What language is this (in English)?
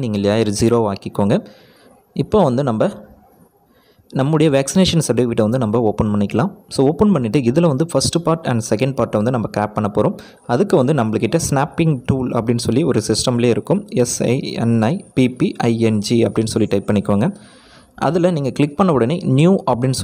Tamil